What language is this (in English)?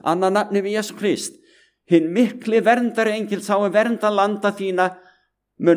Icelandic